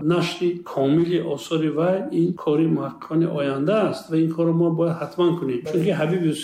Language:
Tajik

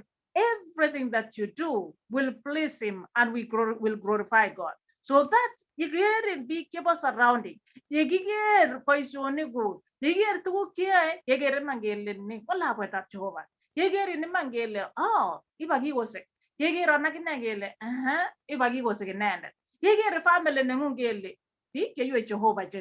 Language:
Kalenjin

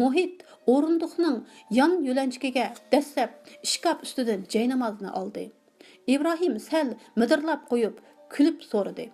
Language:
Uyghur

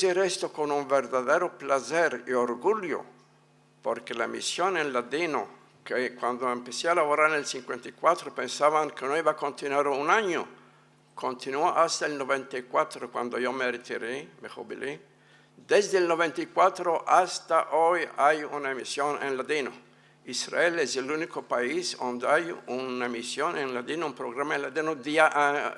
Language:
Ladino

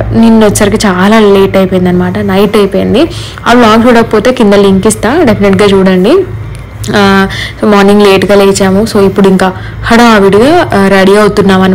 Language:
Telugu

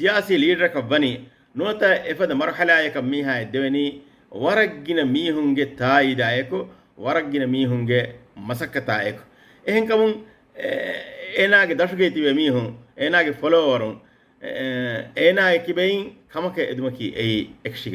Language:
Divehi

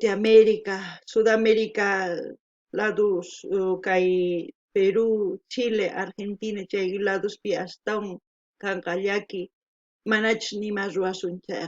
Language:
South Bolivian Quechua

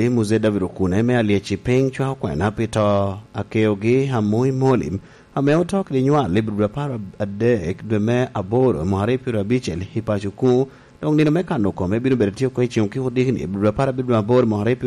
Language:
Lango (Uganda)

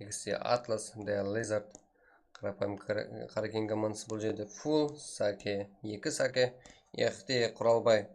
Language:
Kara-Kalpak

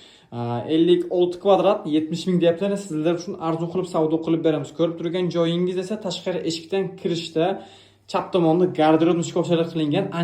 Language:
Uzbek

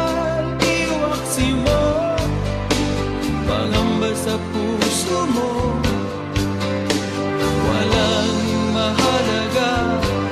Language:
Filipino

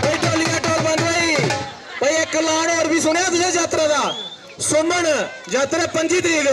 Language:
Dogri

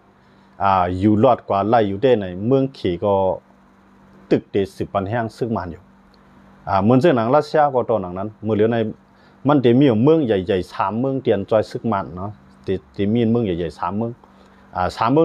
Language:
Shan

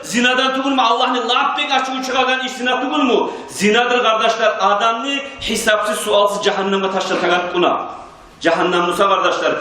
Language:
Kumyk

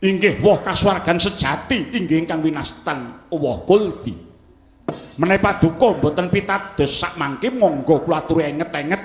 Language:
Javanese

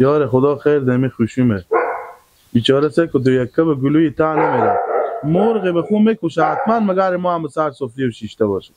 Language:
Persian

